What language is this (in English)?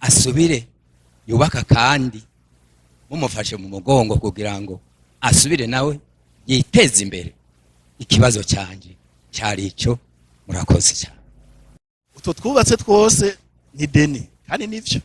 Rundi